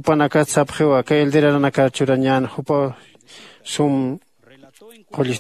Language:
Aymara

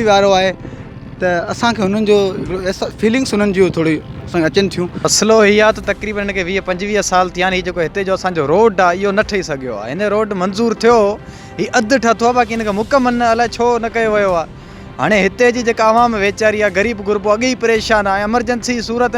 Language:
Sindhi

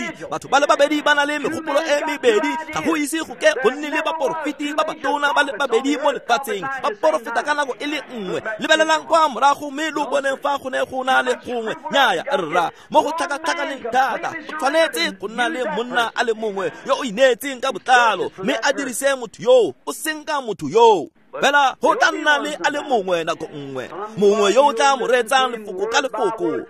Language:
Tswana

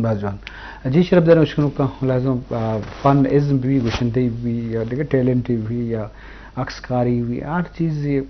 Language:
Eastern Balochi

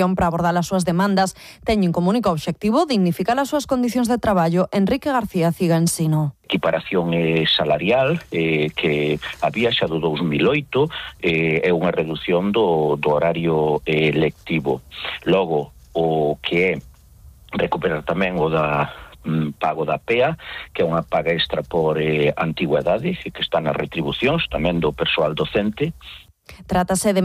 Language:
Galician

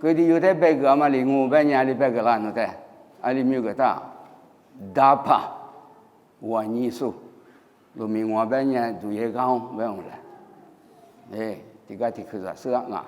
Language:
Lisu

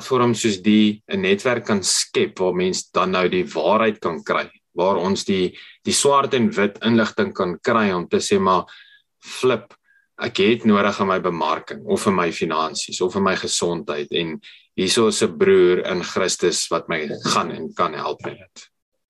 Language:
Afrikaans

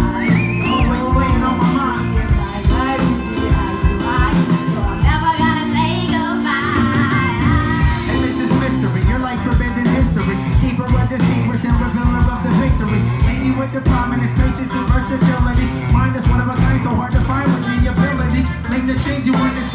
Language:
English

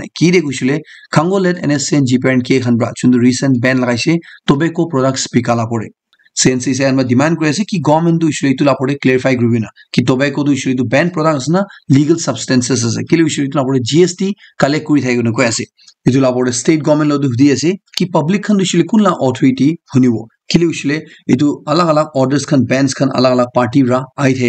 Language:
Naga Pidgin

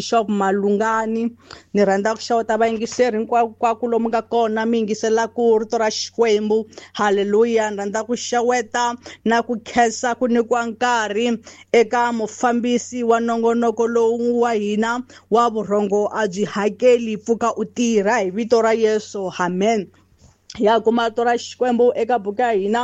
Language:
Tsonga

